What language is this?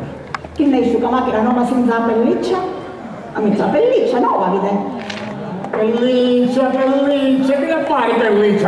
Sicilian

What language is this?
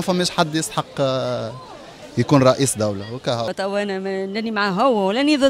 Tunisian Arabic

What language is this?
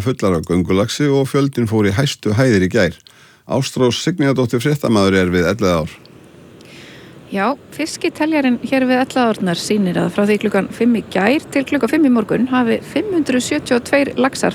Icelandic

